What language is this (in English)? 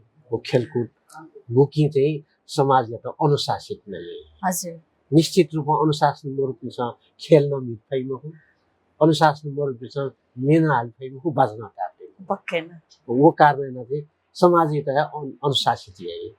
Newari